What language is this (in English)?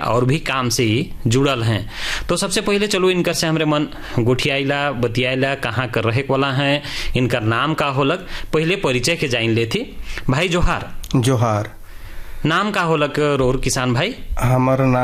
Sadri